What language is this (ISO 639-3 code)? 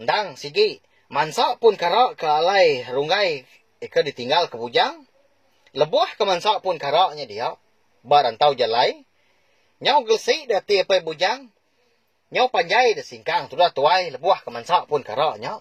iba